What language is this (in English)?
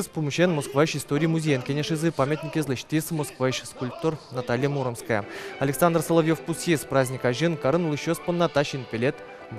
Udmurt